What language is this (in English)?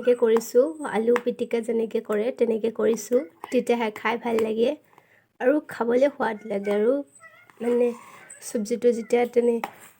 Assamese